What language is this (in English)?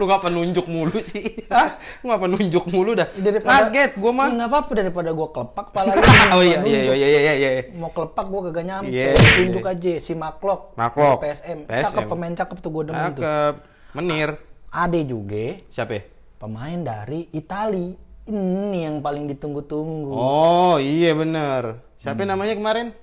Betawi